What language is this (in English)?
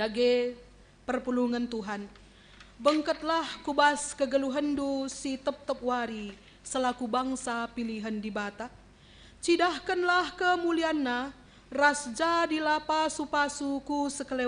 Batak Karo